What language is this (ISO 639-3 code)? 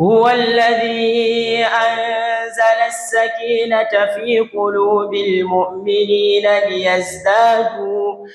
dag